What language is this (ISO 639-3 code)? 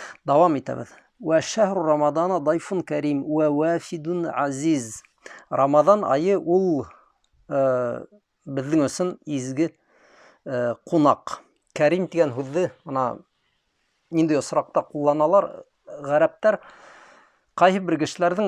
bak